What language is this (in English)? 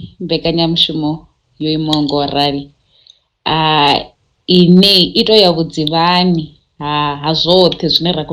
Venda